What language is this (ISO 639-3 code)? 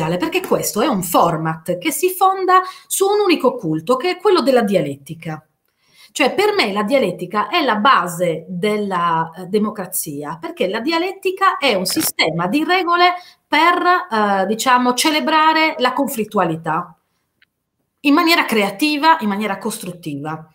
ita